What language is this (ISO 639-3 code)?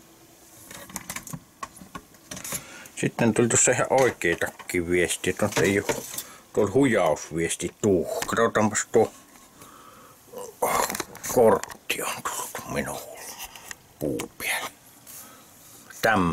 fin